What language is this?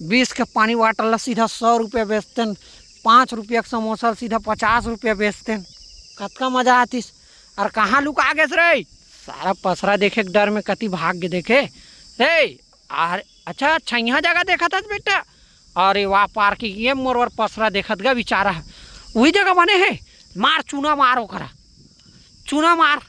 Chhattisgarhi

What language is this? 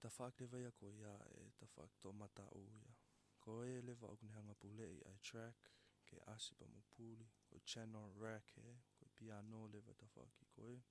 Tongan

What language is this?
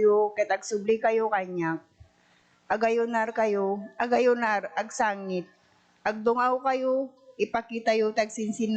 Iloko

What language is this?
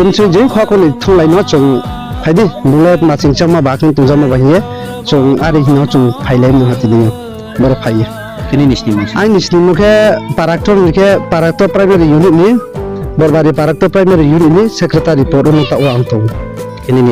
Riang (India)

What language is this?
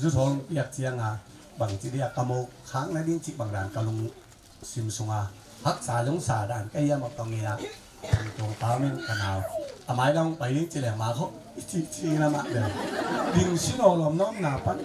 Tedim Chin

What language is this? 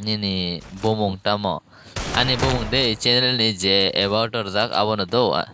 Kok Borok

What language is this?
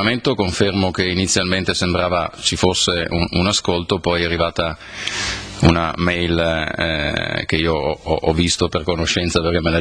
Italian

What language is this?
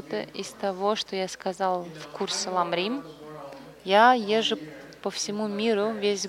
Russian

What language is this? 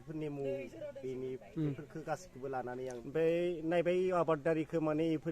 Bodo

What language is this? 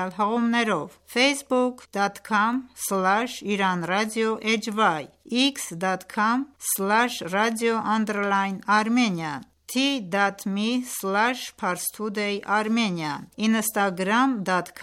Armenian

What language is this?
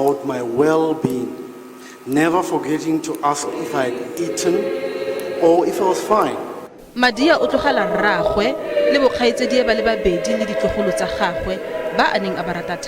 Tswana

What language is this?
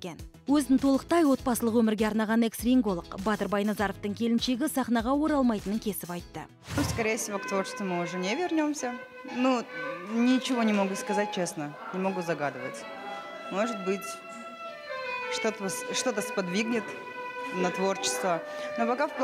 Kazakh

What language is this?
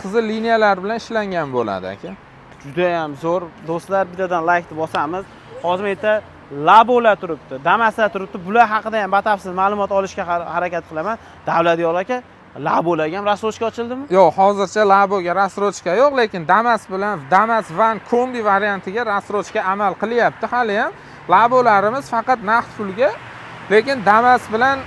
Uzbek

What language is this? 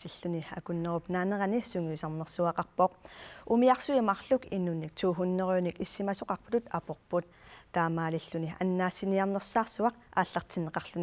Kalaallisut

